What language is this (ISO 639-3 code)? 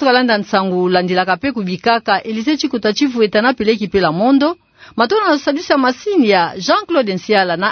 ktu